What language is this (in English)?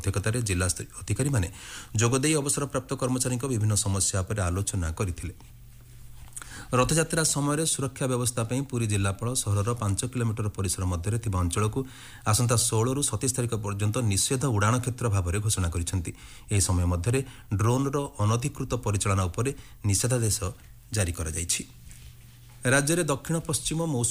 Odia